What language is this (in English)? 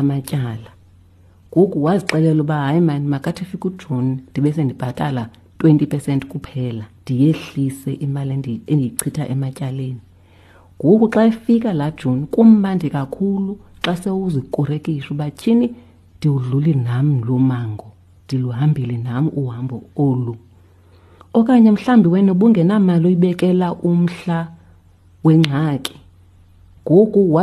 Xhosa